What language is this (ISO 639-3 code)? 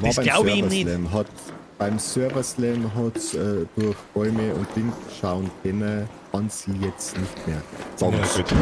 bar